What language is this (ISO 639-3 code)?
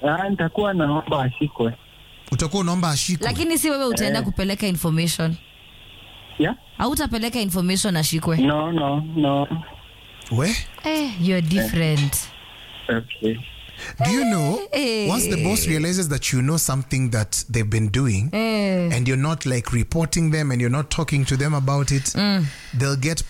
swa